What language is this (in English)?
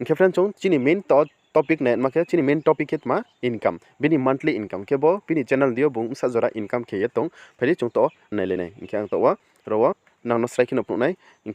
Riang (India)